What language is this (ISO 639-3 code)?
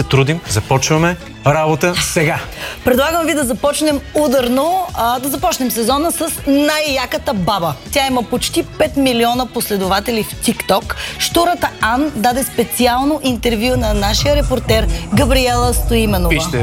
bul